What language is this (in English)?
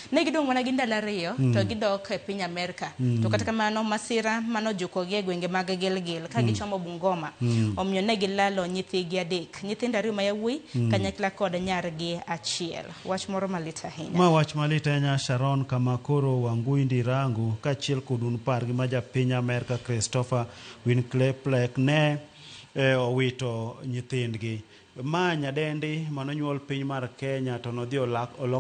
Luo (Kenya and Tanzania)